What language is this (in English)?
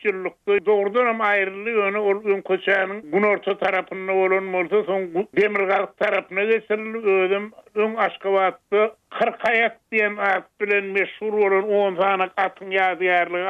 Turkmen